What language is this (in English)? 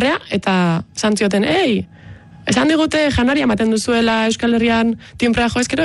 Basque